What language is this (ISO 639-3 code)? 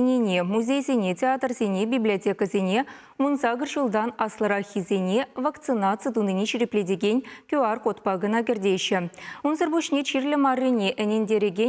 chv